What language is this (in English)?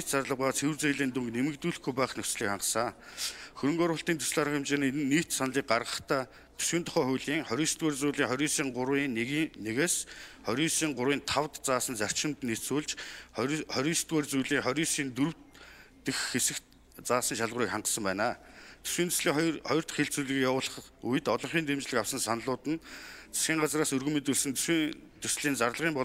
Mongolian